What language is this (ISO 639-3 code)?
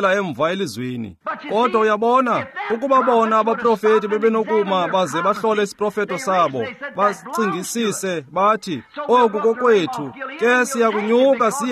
xho